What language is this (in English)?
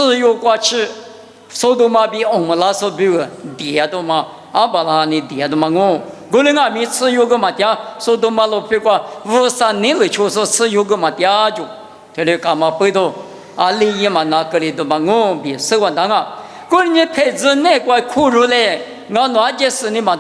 Lisu